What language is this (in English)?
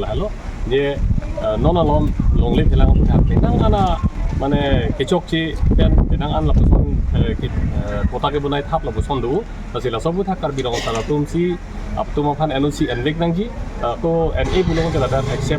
Karbi